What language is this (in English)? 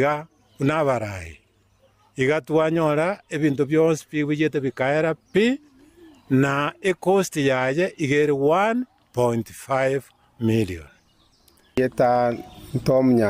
Gusii